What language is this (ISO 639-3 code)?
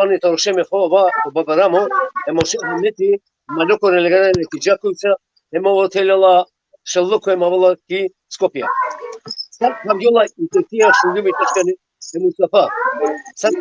rmn